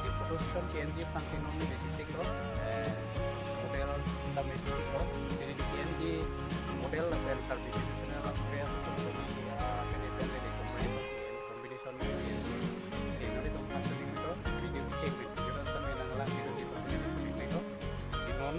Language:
Karbi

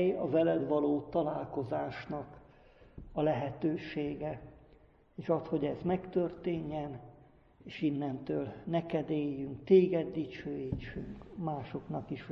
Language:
Hungarian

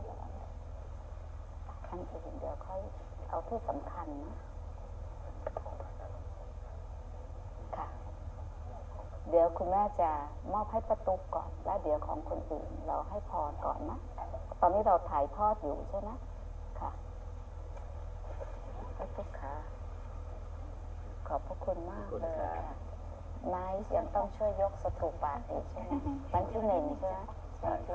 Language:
Thai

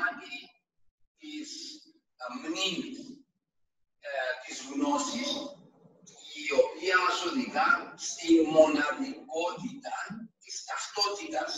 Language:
Greek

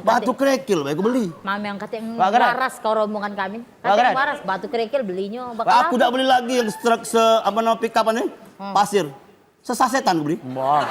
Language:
Musi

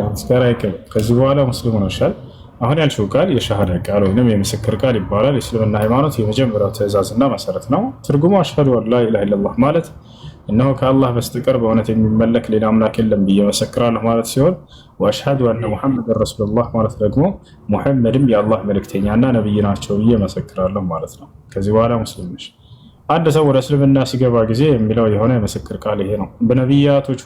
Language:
Amharic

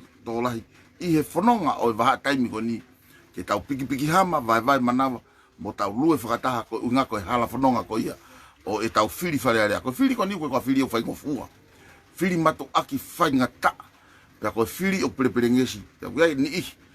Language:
Tongan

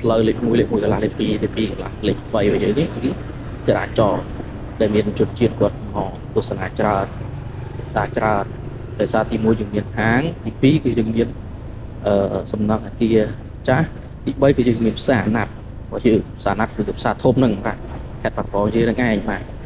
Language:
Khmer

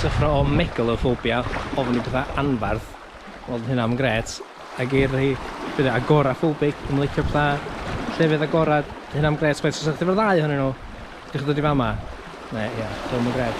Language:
Welsh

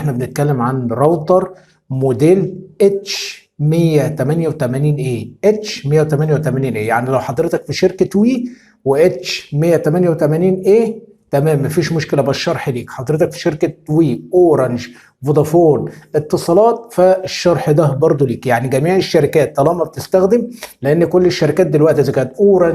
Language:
Egyptian Arabic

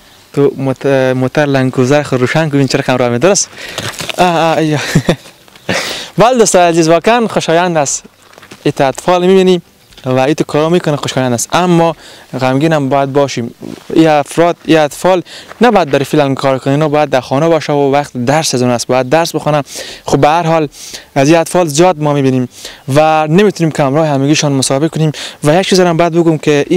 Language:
Persian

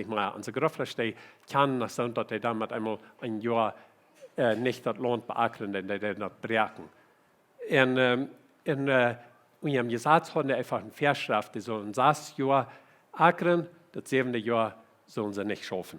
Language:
Plautdietsch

